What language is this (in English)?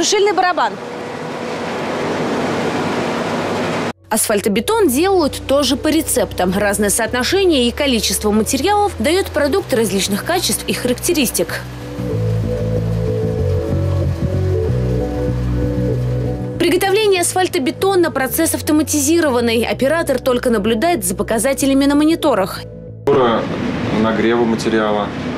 Russian